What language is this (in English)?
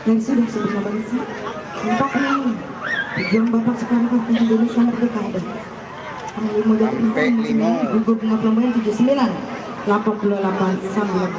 Minangkabau